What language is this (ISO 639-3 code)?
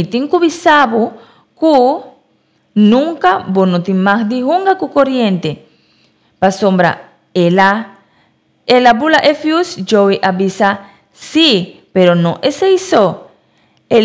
pap